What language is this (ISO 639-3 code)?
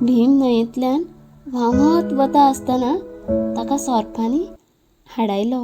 kok